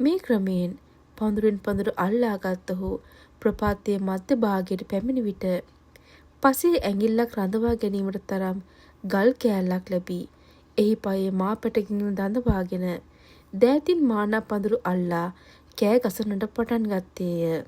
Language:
Sinhala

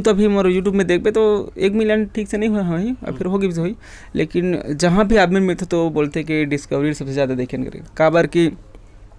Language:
Chhattisgarhi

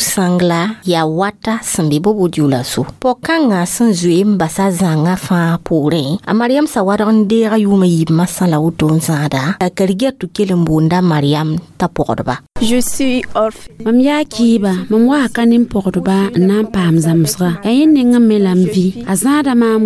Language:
Mossi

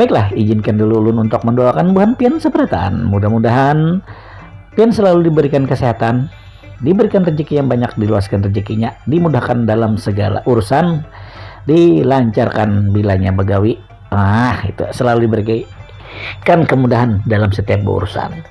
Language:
Banjar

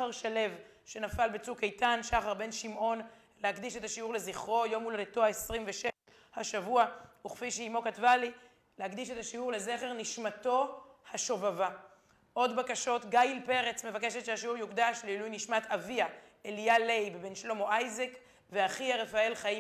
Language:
Hebrew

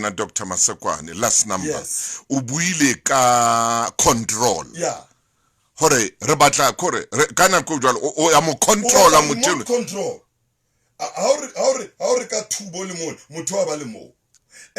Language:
Southern Sotho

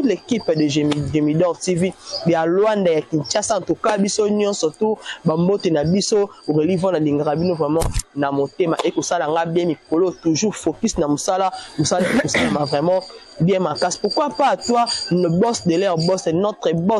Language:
Lingala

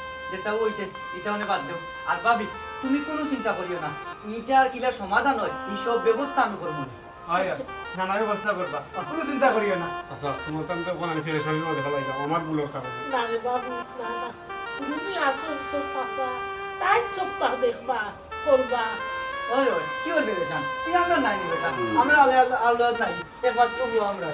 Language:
Sylheti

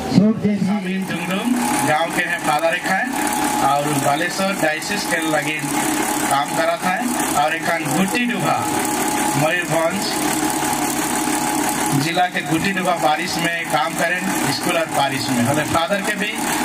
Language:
Sadri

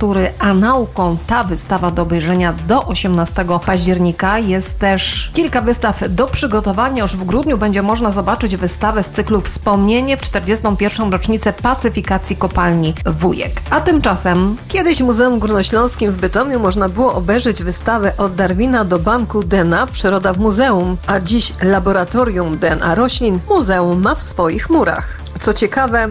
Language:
Polish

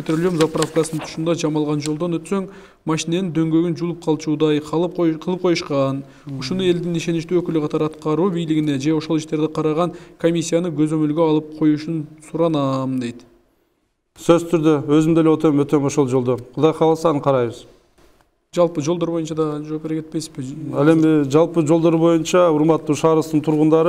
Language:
Kyrgyz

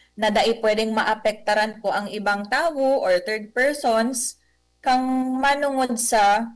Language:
Bikol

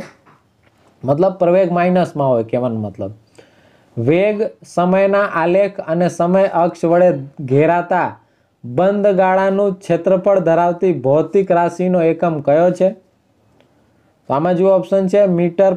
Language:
Gujarati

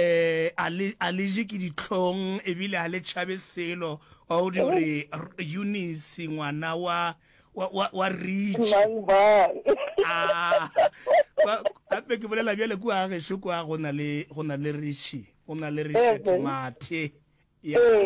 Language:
Northern Sotho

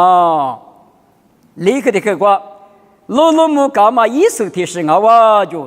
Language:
Lisu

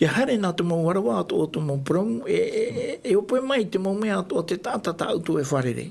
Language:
Tahitian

